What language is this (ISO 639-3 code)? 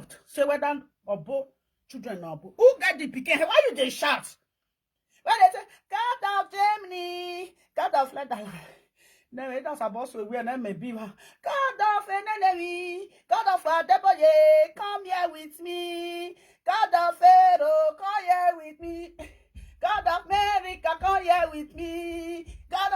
pcm